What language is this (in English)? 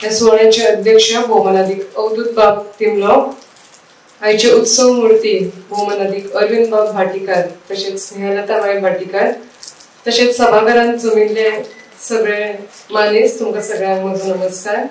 Konkani